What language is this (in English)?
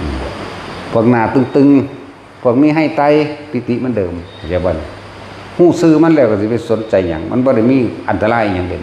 Northeastern Thai